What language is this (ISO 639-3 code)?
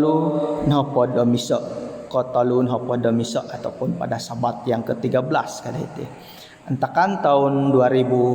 dtp